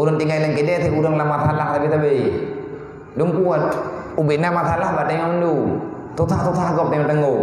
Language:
Achinese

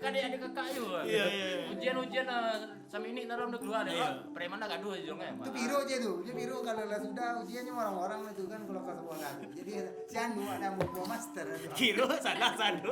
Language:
Minangkabau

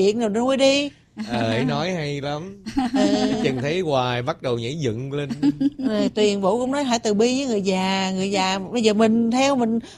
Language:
Vietnamese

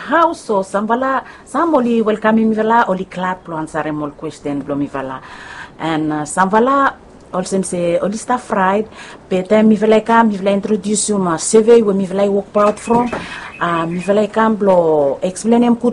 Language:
Bislama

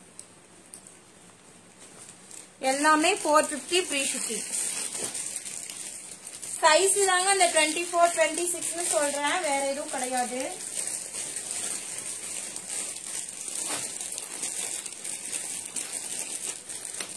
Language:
Tamil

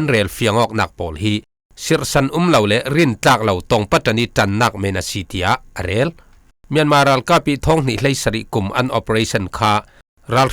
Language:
Falam Chin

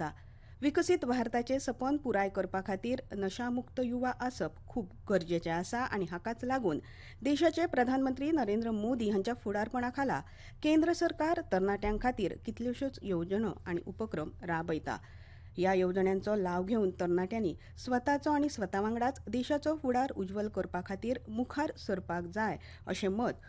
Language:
Konkani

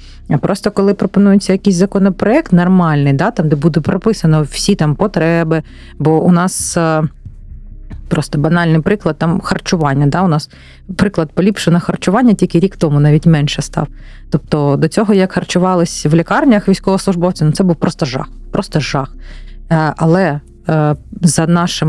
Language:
Ukrainian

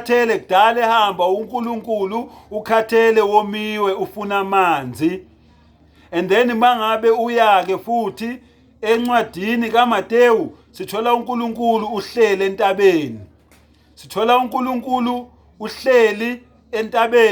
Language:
Zulu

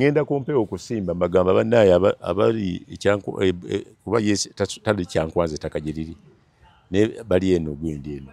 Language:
Ganda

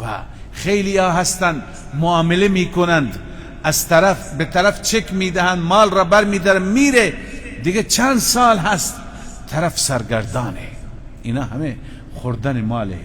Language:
Persian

